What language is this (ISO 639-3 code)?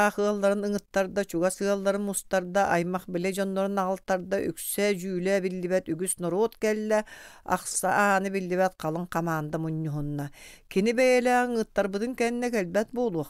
sah